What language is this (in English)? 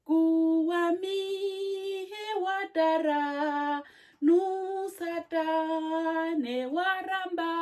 Herero